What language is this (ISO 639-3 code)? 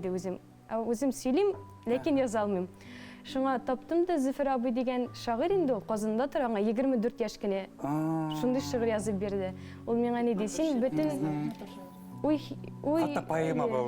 bak